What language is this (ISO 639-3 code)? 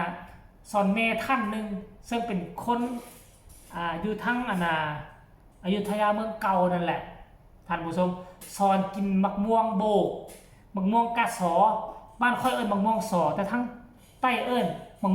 tts